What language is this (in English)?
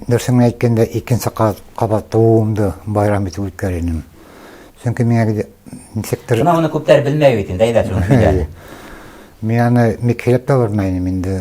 Bashkir